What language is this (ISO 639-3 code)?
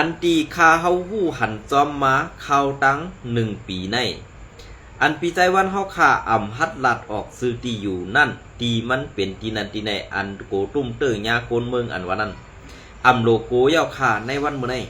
shn